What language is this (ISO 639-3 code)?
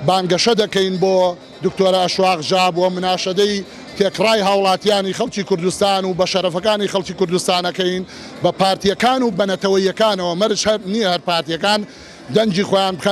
ckb